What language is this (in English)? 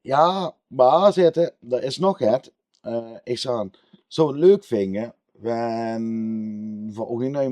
Limburgish